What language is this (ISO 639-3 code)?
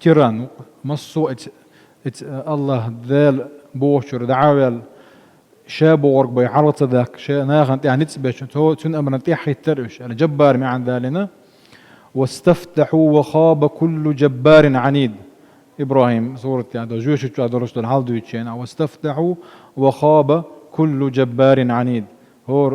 che